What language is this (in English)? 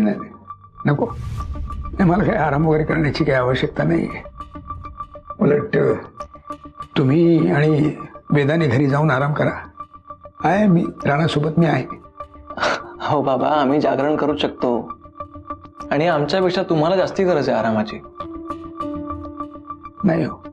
Marathi